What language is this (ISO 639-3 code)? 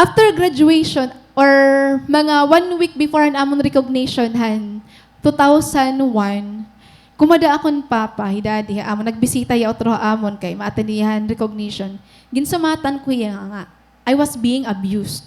war